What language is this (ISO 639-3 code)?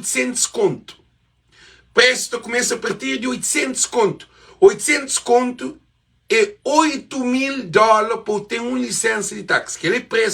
kea